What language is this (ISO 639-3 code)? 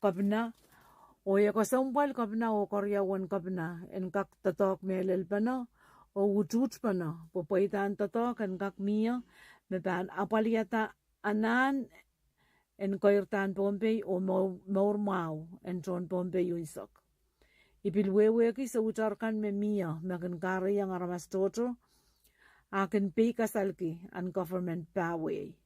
pon